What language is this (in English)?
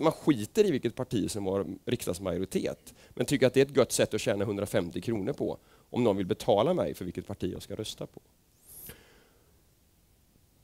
Swedish